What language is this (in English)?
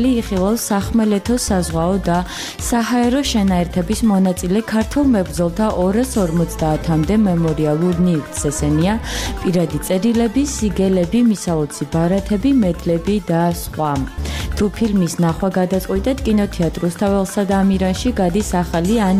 Georgian